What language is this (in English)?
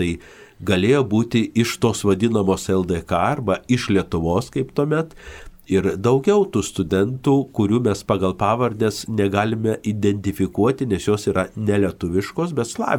Lithuanian